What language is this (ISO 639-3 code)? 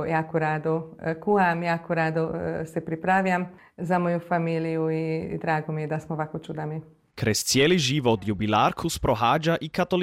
hrv